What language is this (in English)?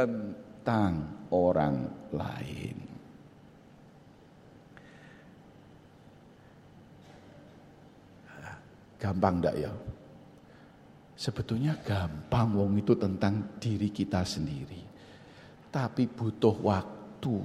Indonesian